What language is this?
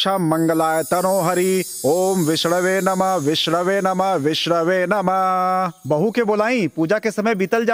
Bhojpuri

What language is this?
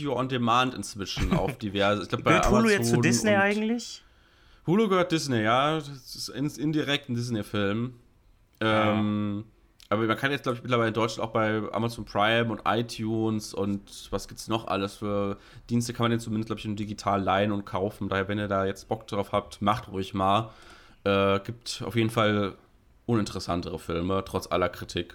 German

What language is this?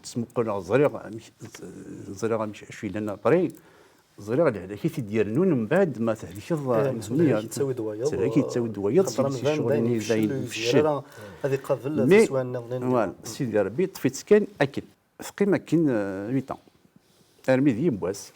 Kabyle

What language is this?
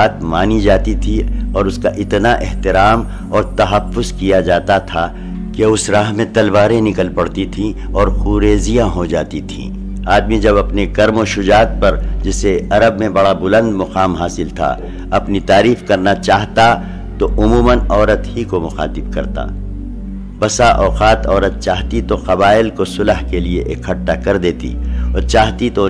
Urdu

